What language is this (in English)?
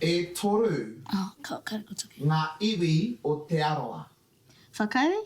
Māori